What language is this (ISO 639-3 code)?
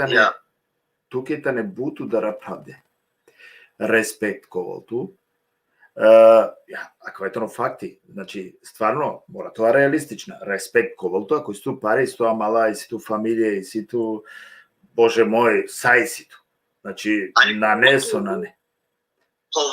rmn